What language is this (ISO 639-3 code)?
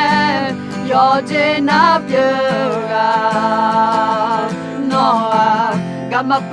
ahk